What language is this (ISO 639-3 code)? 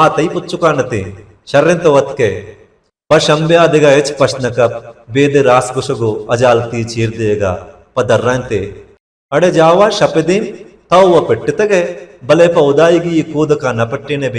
bal